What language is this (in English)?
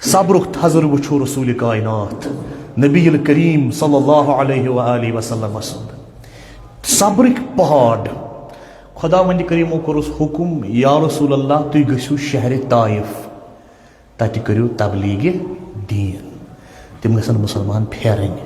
Kashmiri